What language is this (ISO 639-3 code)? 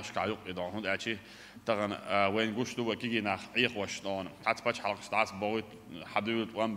che